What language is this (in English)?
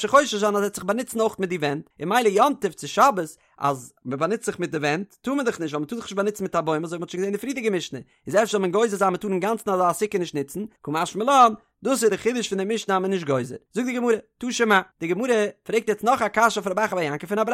Yiddish